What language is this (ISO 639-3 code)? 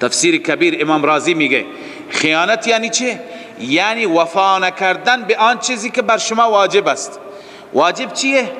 fas